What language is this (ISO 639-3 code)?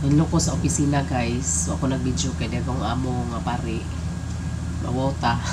ceb